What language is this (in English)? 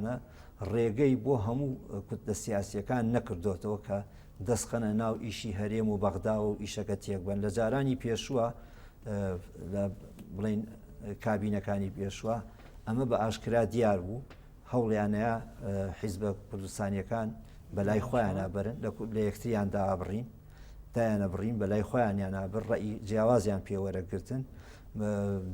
Central Kurdish